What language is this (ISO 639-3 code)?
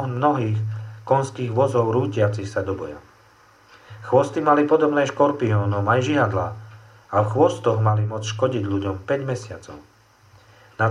slk